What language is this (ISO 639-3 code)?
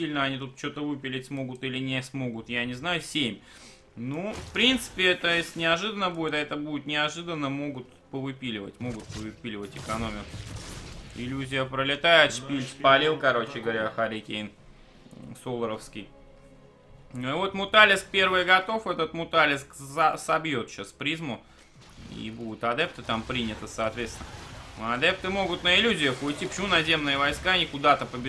rus